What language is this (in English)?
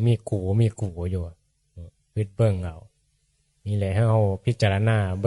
Northeastern Thai